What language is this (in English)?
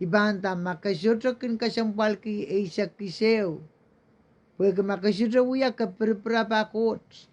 Pohnpeian